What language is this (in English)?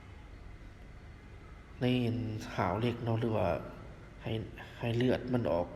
Lao